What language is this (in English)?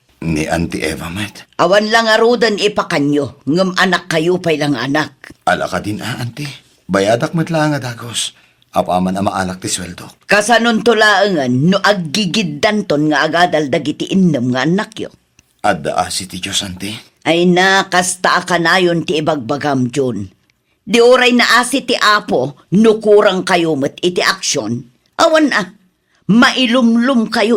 Iloko